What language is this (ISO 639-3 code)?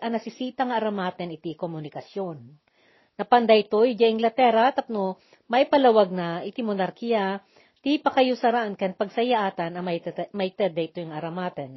ilo